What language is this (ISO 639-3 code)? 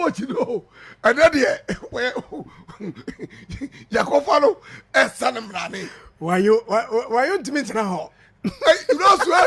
aka